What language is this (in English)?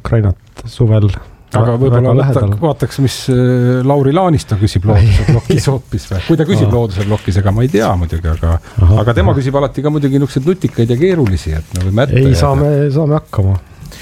Estonian